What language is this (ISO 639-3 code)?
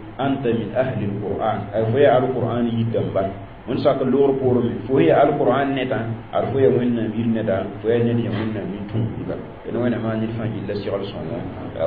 mos